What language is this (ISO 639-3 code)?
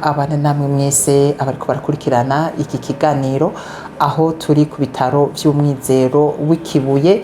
run